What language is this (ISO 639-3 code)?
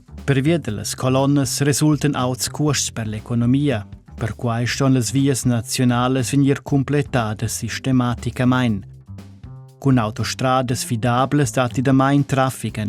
roh